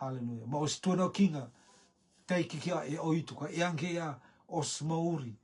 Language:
Rotuman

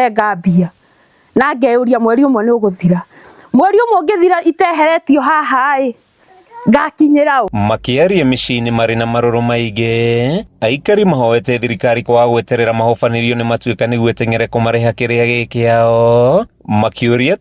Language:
Kikuyu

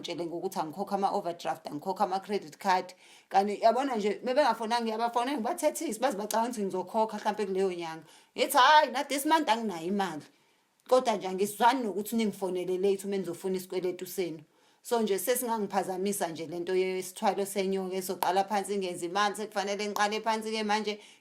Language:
Zulu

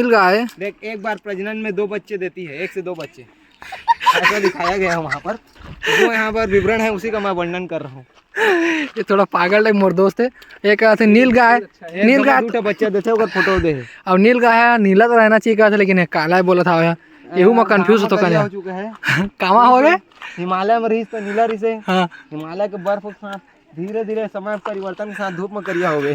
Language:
Chhattisgarhi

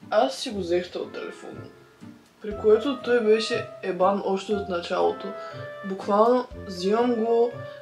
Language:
Bulgarian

